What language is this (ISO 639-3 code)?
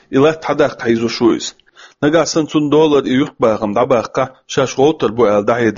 che